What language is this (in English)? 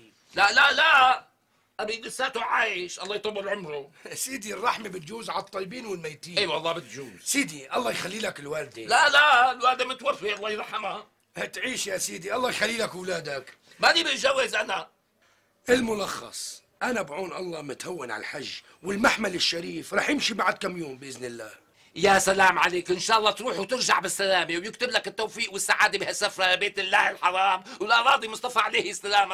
North Levantine Arabic